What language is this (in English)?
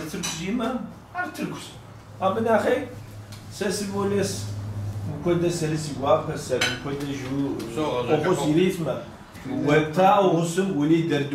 Kabardian